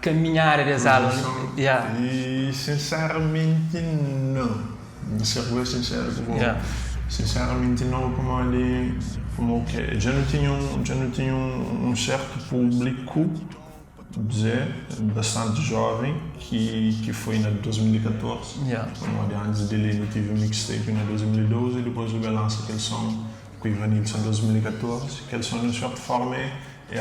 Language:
Kabuverdianu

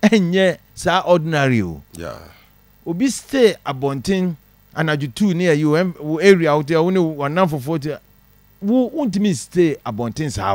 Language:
Akan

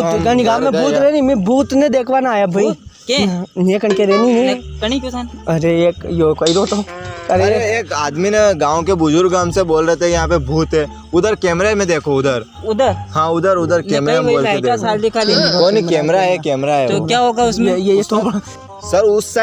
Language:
Rajasthani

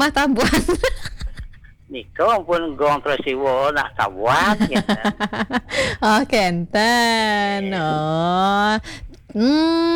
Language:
Balinese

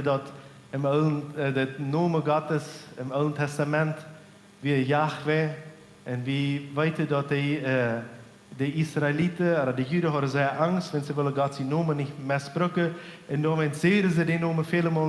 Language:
Plautdietsch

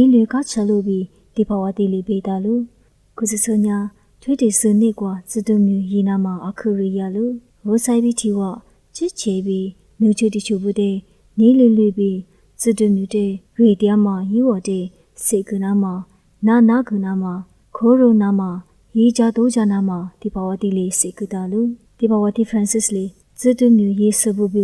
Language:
Lisu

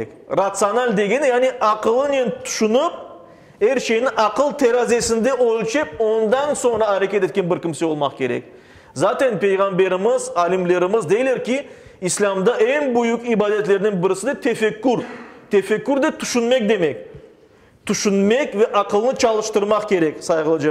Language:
Crimean Tatar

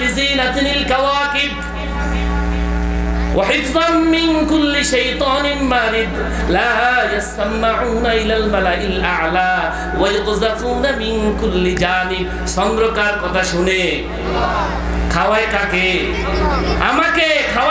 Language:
Bangla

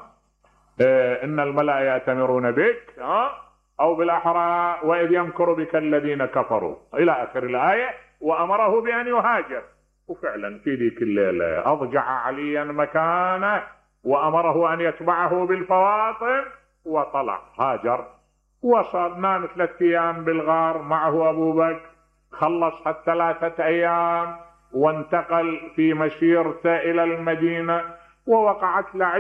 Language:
Mesopotamian Arabic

